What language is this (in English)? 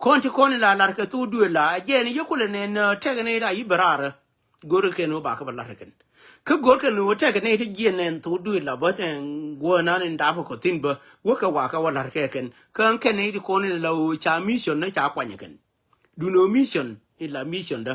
Nuer